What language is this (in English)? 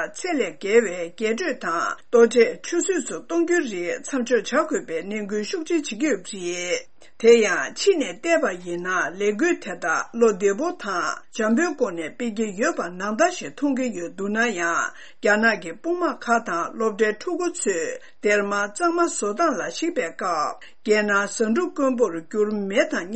Tibetan